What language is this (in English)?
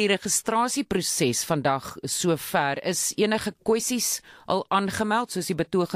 Afrikaans